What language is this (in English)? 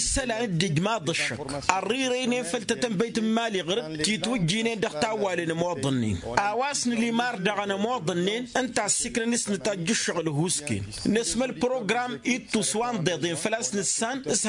Tamasheq